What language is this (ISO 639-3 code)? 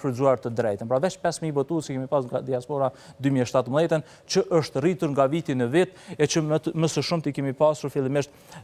sqi